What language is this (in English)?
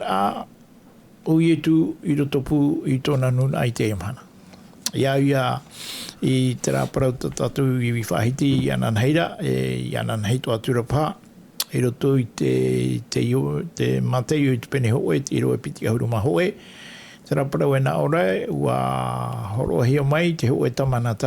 Tahitian